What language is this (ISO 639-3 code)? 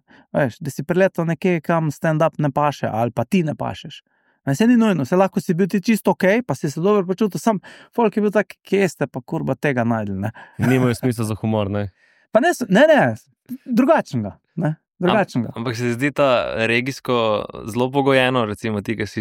slv